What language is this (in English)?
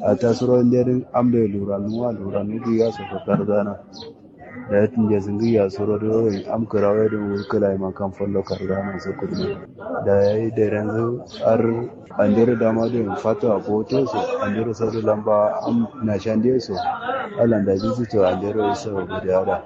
Kanuri